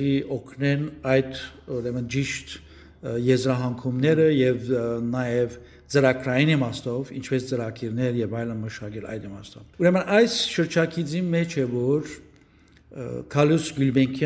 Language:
Western Armenian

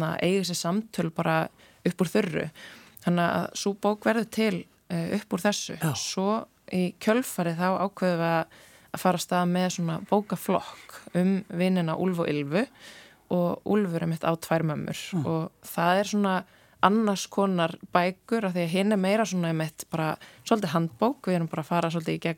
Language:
Icelandic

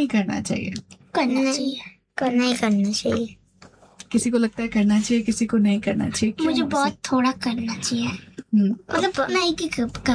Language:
Hindi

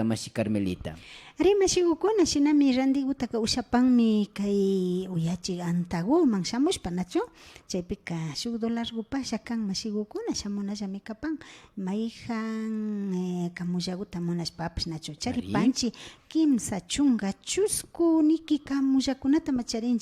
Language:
Imbabura Highland Quichua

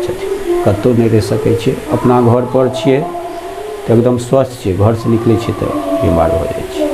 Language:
Maithili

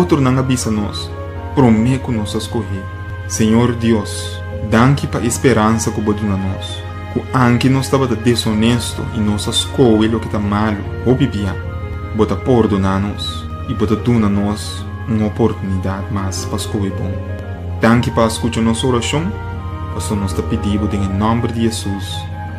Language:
Papiamento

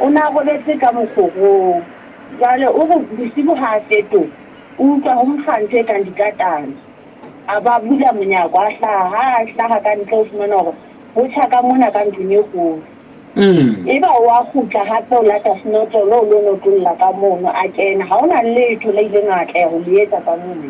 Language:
Southern Sotho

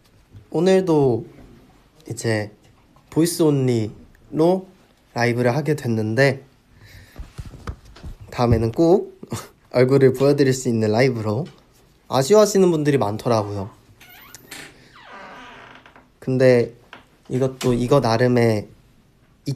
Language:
Korean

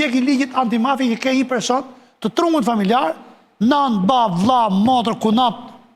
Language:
Albanian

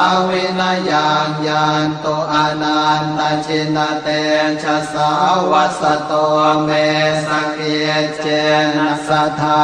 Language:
Pali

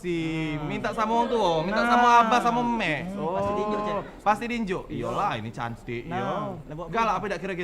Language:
Musi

